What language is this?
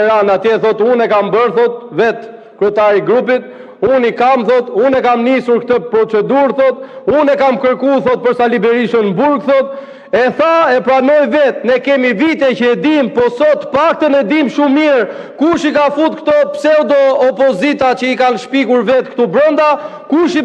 Albanian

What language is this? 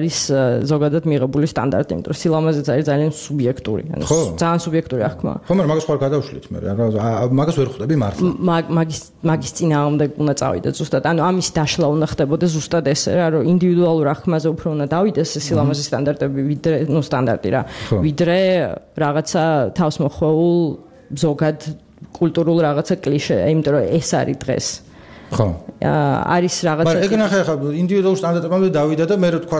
Georgian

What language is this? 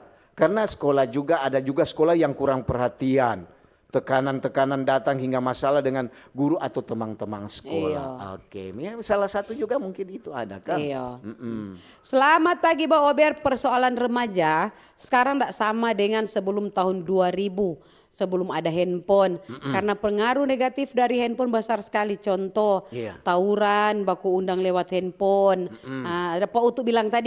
Manado Malay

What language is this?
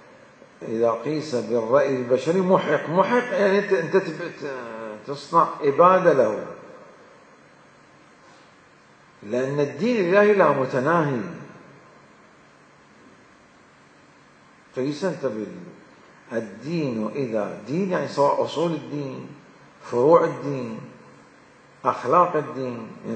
Arabic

